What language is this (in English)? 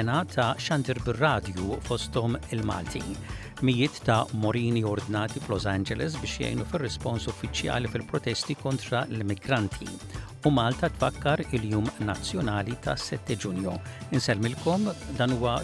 Maltese